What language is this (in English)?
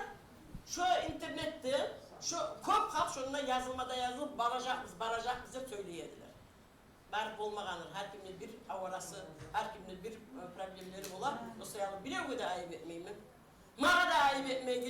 Kumyk